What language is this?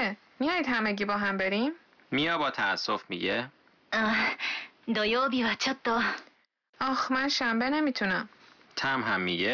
Persian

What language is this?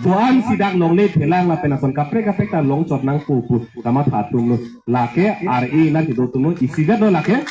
Karbi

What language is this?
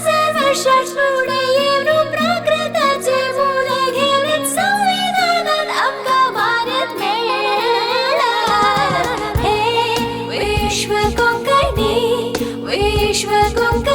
Konkani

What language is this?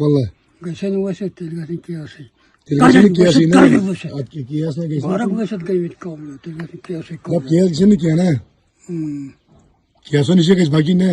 Kashmiri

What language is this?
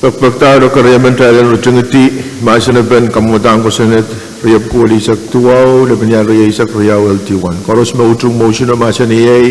Pohnpeian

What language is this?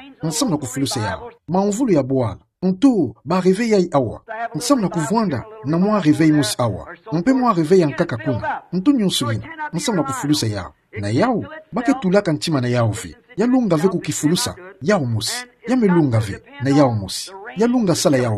Kituba (Democratic Republic of Congo)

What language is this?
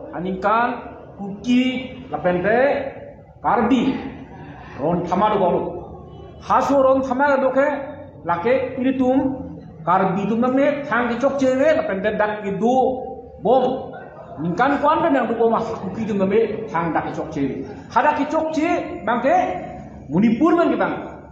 Karbi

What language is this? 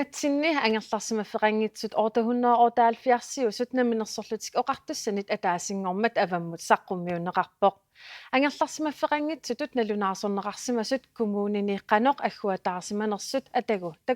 Kalaallisut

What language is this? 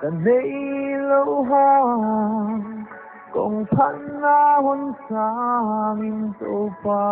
Paite Chin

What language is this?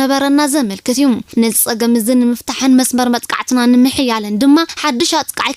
Tigrinya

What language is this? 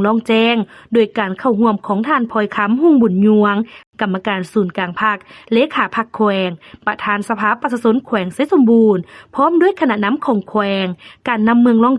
Lao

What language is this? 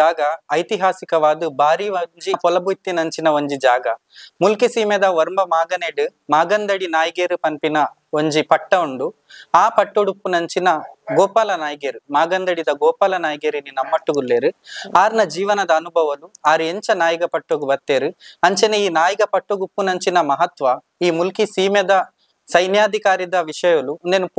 Tulu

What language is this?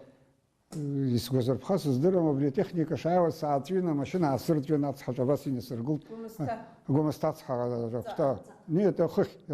Abkhazian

